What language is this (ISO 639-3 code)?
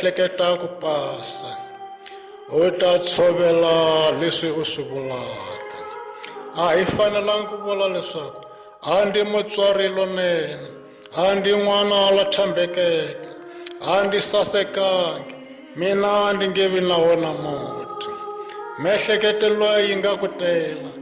tso